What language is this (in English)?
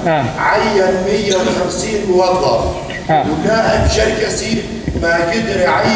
North Levantine Arabic